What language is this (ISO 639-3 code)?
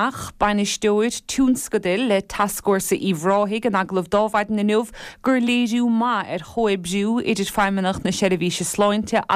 gle